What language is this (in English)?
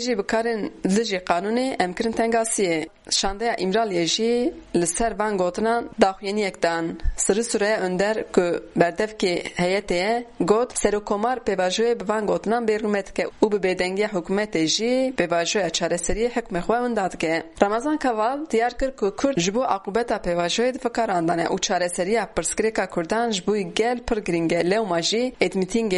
Kurdish